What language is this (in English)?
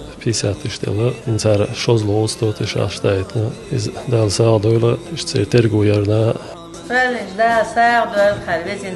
Chechen